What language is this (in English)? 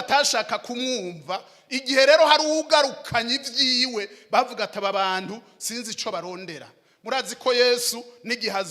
Rundi